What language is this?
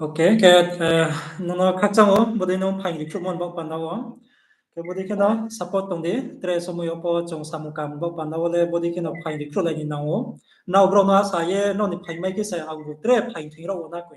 Riang (India)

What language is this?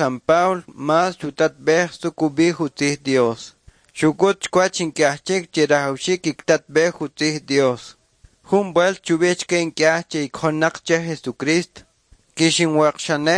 Kʼicheʼ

